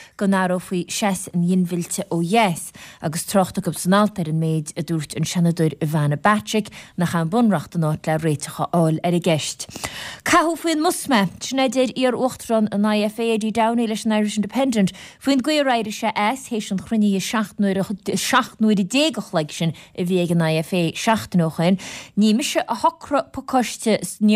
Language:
Irish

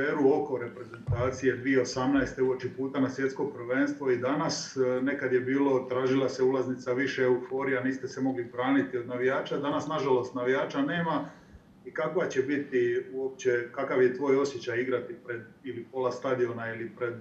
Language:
Croatian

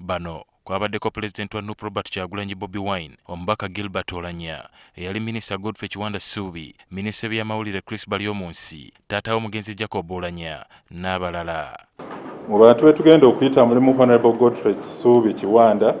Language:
Ganda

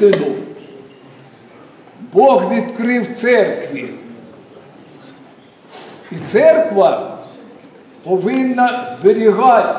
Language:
Ukrainian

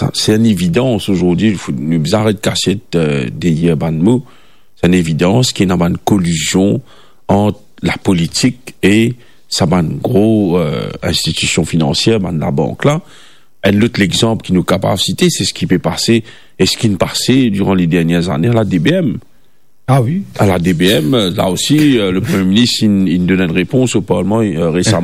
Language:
Morisyen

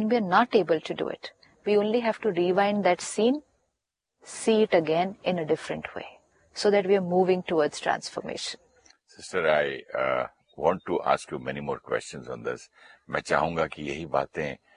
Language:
Hindi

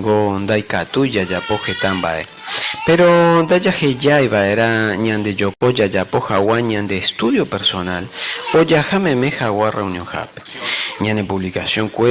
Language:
Guarani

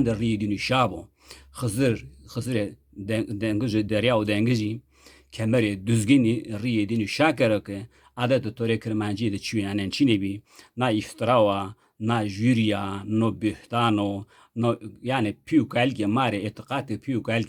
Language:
Zaza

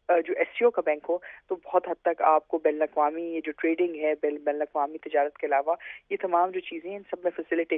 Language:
Urdu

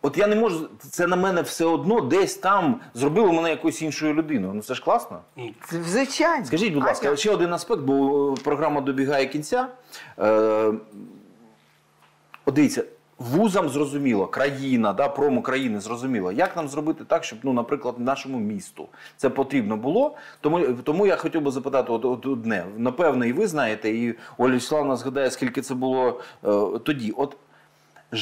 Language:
Ukrainian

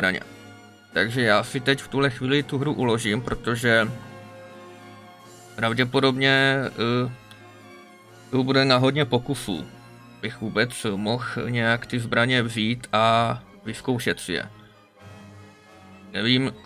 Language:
Czech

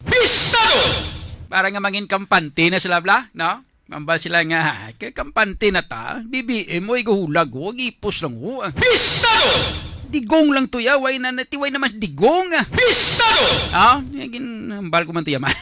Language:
Hiligaynon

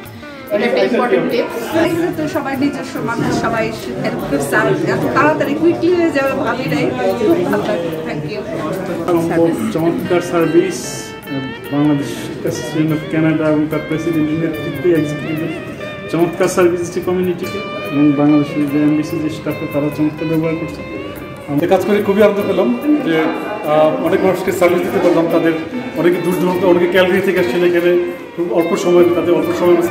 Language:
Bangla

